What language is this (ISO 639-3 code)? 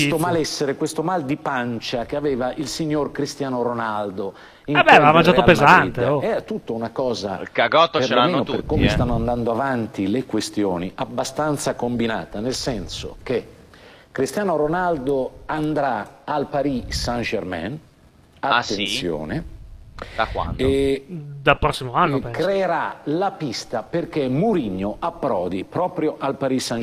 ita